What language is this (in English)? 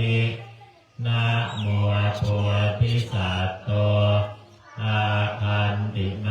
Pali